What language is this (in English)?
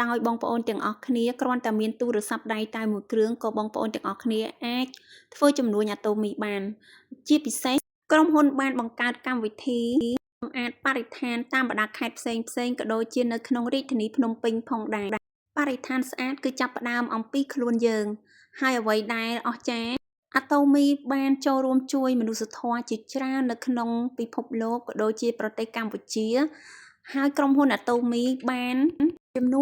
Khmer